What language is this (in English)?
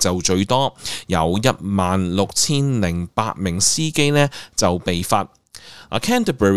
Cantonese